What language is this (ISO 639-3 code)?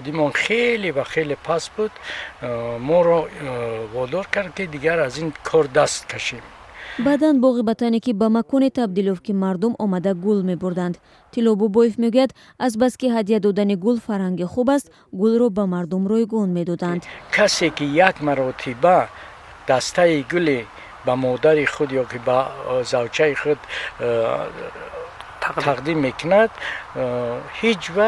tgk